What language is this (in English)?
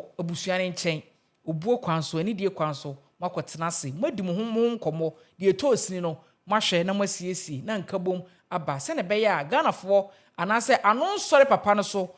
Akan